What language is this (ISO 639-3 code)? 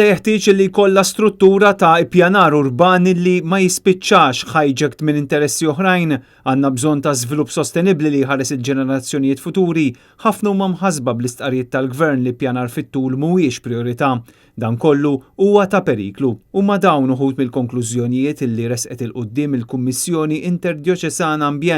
mlt